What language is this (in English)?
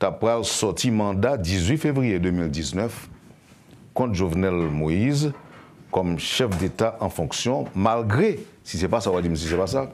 Haitian Creole